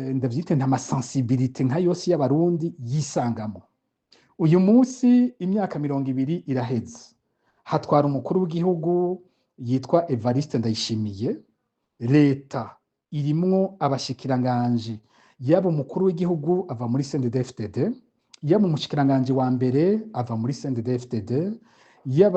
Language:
Rundi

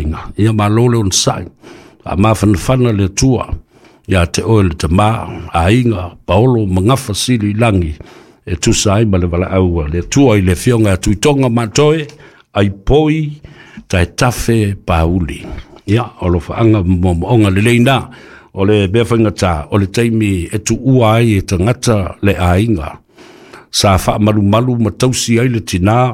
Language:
Samoan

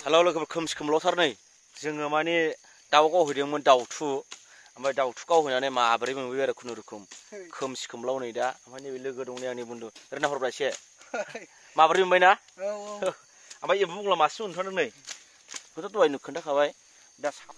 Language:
Bodo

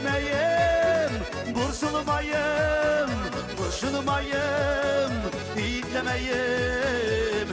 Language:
Bashkir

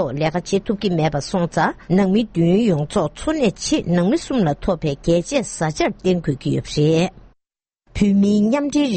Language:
Tibetan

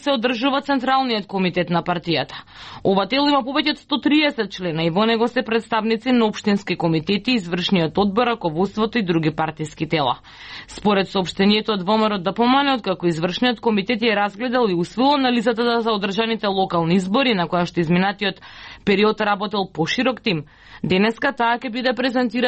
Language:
Macedonian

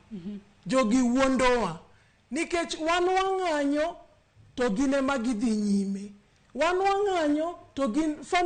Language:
Luo (Kenya and Tanzania)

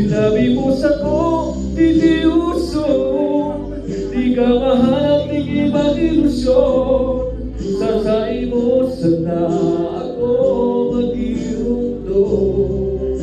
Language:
Bikol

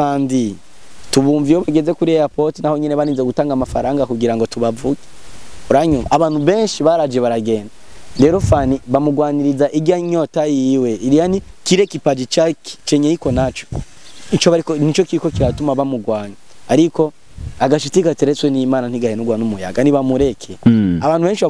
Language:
Rundi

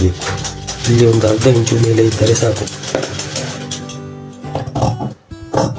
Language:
Kannada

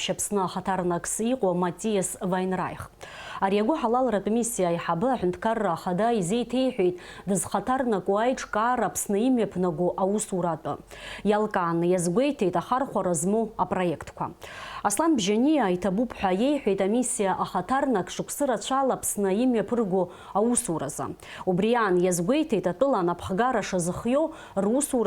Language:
Abkhazian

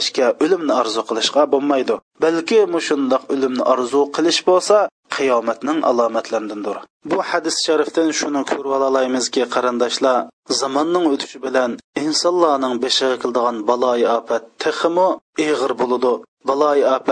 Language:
Uyghur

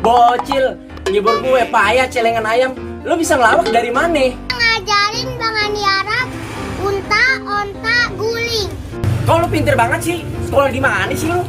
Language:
Betawi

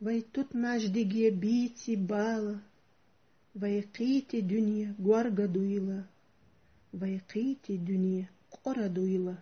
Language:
Chechen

